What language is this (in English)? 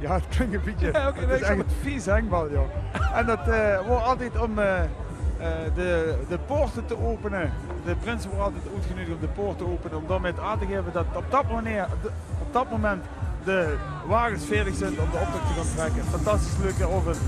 Limburgish